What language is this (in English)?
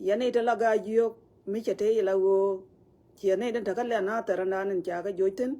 Nuer